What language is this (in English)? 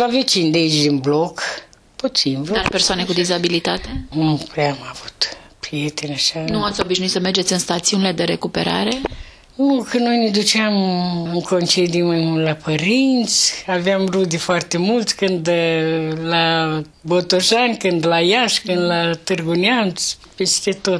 Romanian